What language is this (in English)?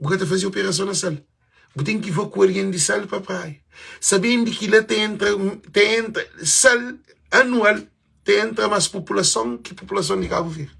Kabuverdianu